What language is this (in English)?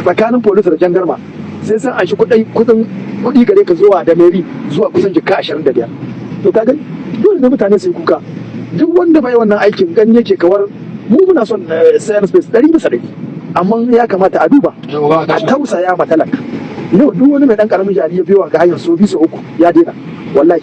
Hausa